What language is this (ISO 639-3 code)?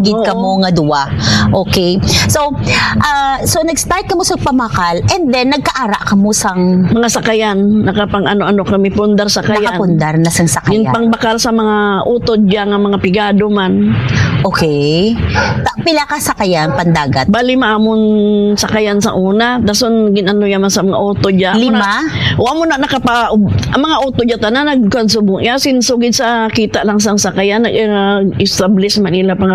hil